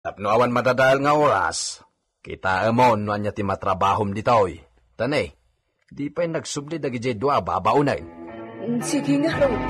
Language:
Iloko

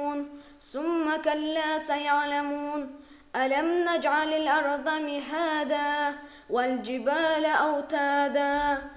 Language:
Kumyk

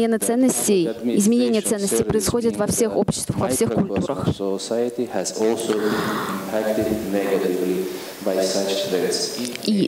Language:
Russian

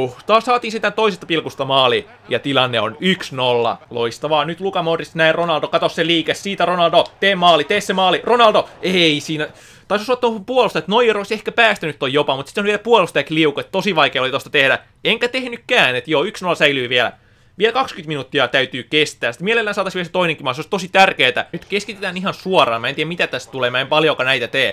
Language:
Finnish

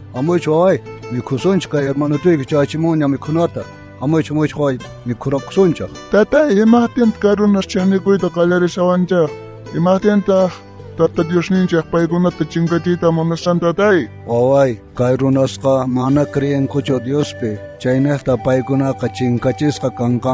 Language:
South Bolivian Quechua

